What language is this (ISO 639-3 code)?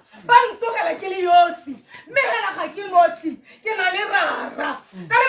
tsn